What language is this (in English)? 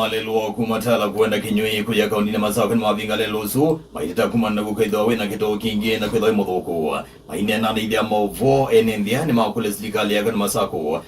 Kamba